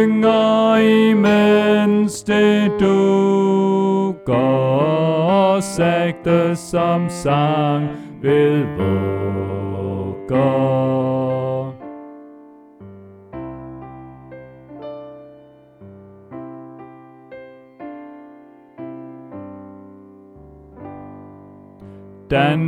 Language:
Danish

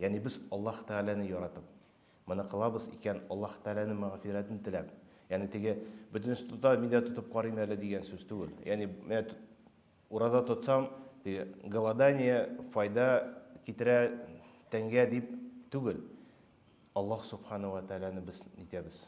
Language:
Tatar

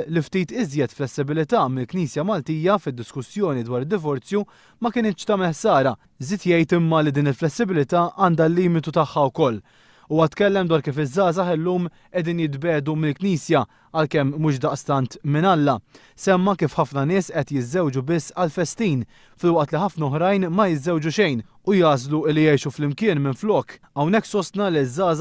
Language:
Maltese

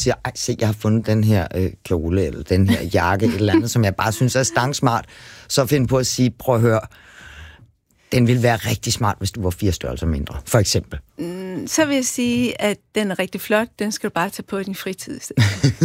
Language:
Danish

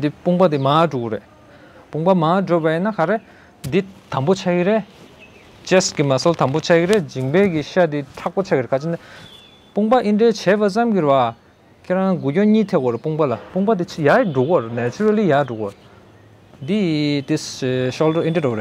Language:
Tibetan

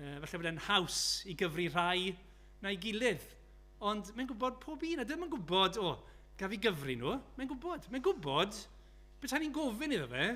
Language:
Welsh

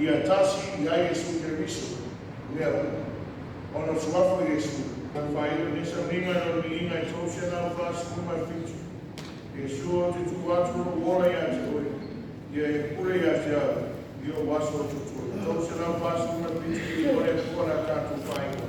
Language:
Samoan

